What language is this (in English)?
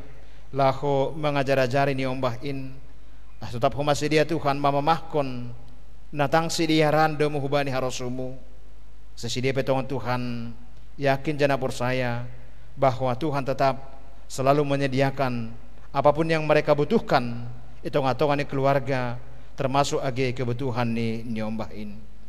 Batak Simalungun